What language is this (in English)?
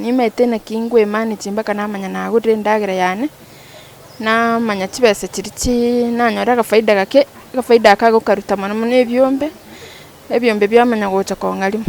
Gusii